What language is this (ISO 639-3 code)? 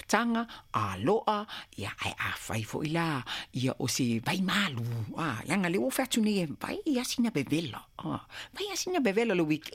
smo